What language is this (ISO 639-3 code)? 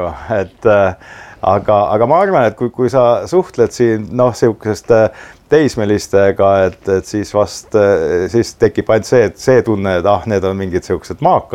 est